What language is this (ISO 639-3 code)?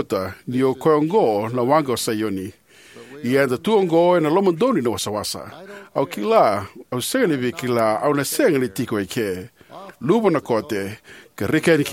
fij